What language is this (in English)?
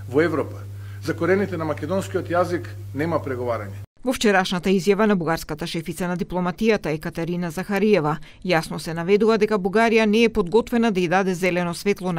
Macedonian